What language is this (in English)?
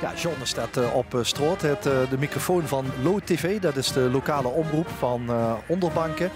Limburgish